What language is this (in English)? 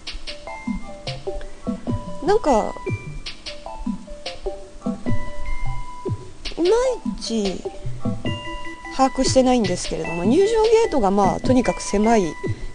Japanese